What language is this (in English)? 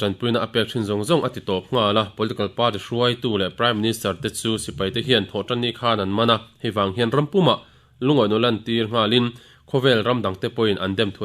Mizo